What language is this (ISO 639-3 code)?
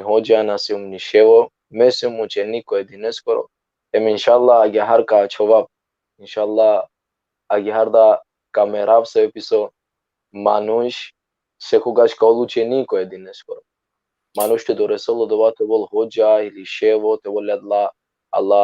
rmn